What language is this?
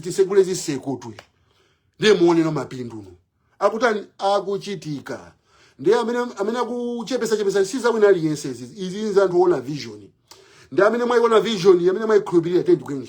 Nyanja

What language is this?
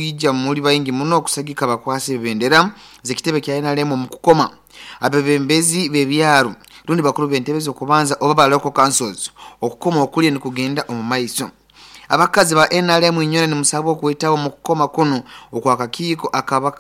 Nyoro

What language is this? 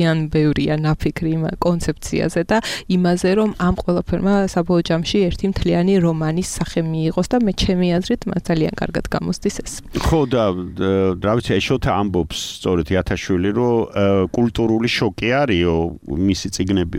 Georgian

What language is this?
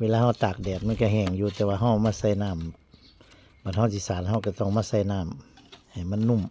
Northeastern Thai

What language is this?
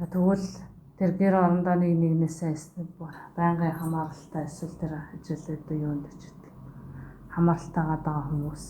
Mongolian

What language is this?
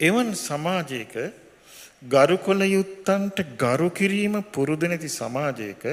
Sinhala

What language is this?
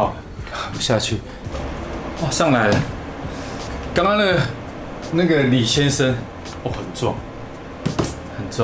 Chinese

